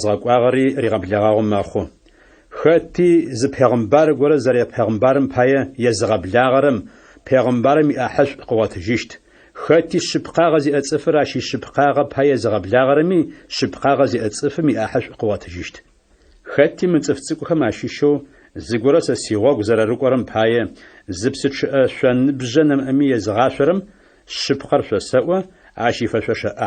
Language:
Adyghe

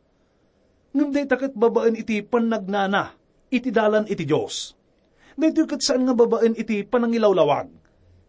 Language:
Iloko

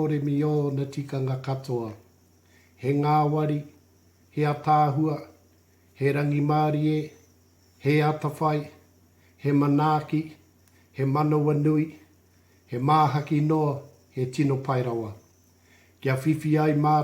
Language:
Māori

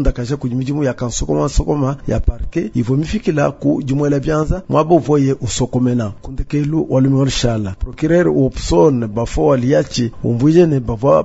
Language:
Luba-Lulua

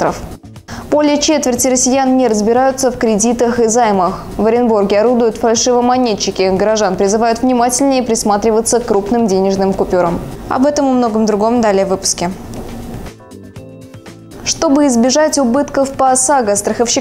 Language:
Russian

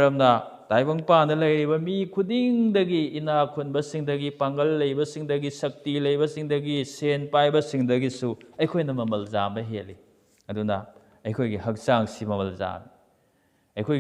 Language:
Manipuri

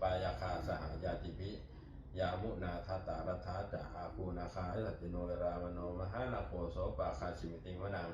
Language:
Pali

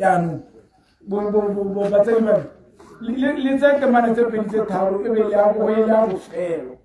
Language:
Tswana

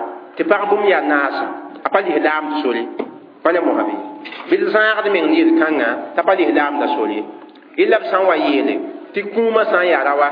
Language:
Mossi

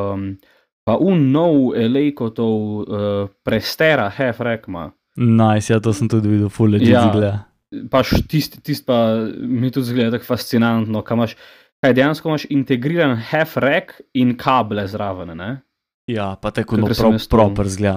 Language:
Slovenian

